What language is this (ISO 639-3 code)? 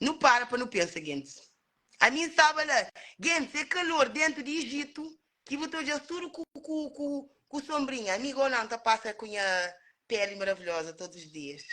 kea